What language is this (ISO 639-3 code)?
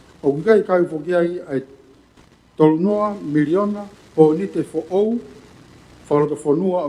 ton